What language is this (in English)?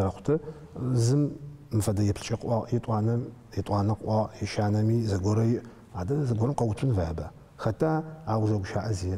Adyghe